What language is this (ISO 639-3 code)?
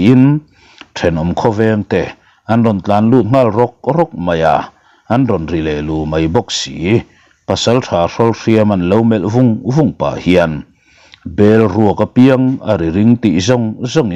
lus